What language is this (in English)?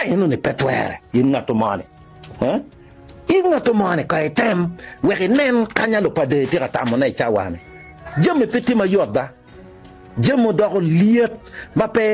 Acoli